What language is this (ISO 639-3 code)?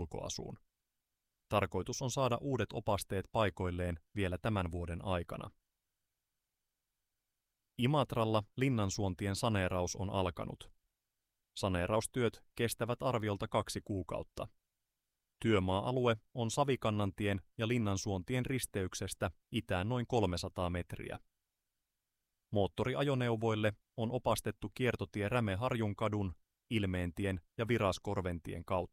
fin